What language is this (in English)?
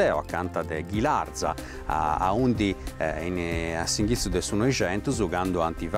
Sardinian